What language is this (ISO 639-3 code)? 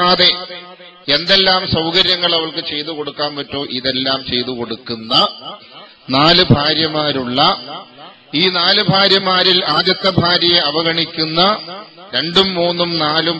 mal